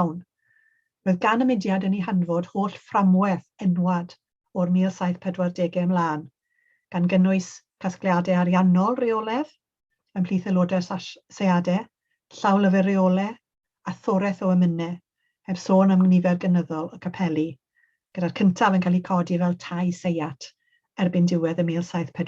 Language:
Welsh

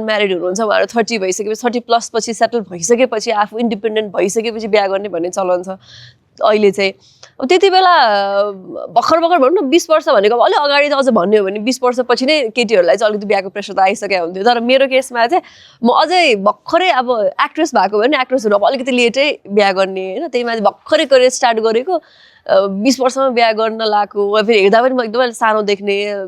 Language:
Nepali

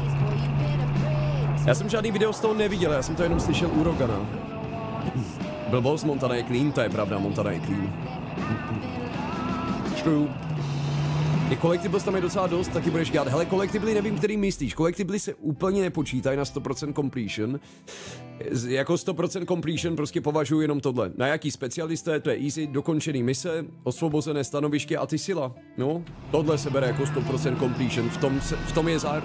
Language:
Czech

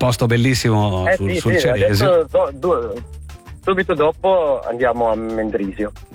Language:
Italian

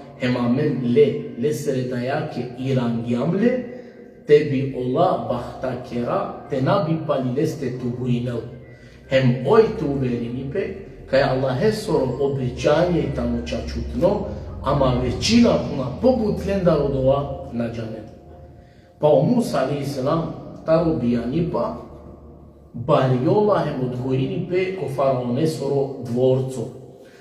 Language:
Balkan Romani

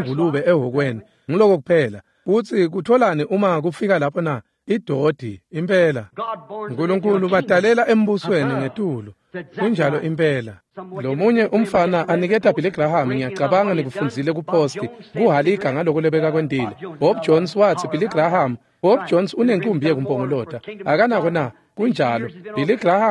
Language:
Swati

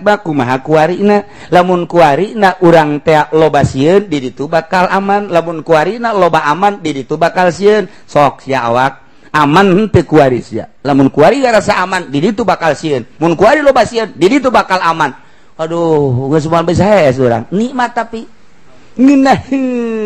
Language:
Sundanese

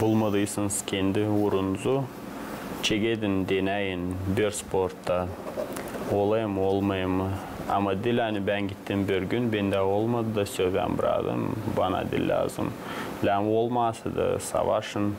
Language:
Gagauz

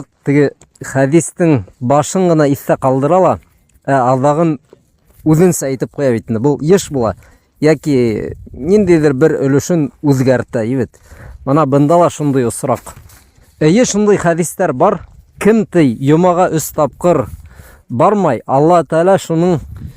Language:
Bashkir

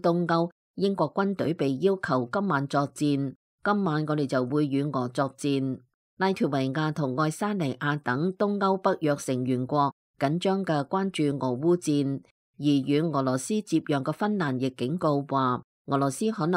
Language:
Cantonese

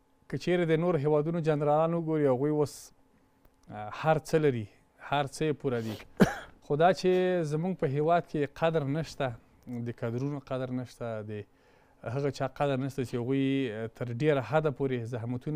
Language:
Pashto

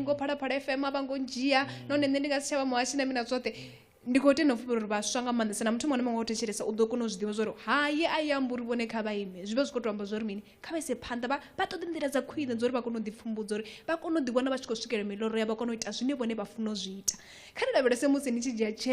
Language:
Venda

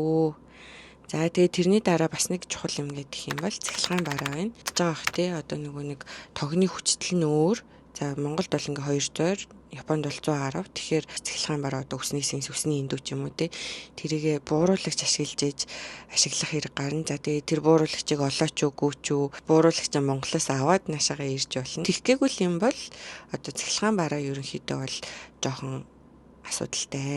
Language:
Mongolian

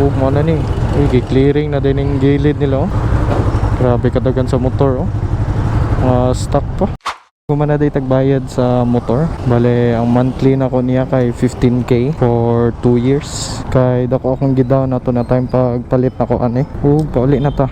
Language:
Cebuano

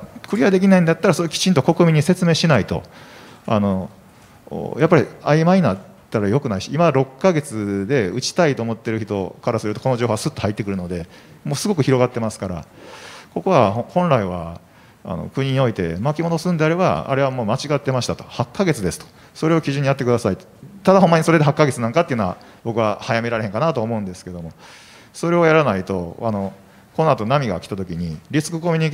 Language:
Japanese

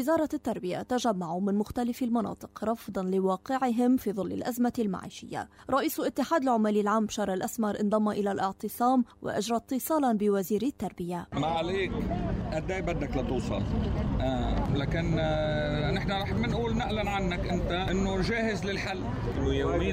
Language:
Arabic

